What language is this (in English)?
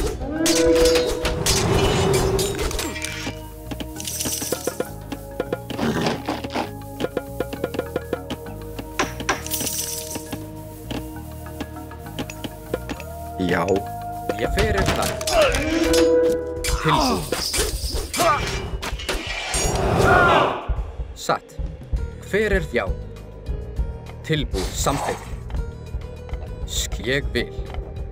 Icelandic